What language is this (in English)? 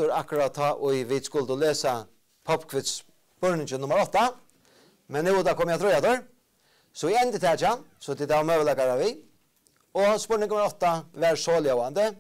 Faroese